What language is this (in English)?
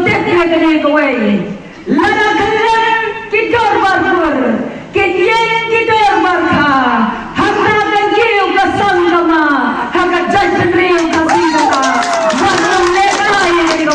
Khasi